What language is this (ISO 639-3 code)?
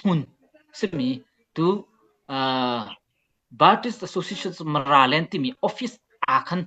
cnh